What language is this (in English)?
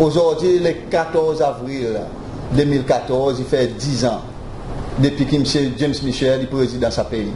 Seselwa Creole French